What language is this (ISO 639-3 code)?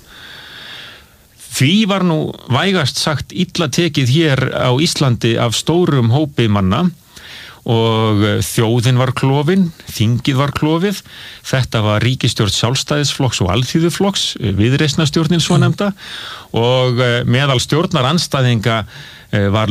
isl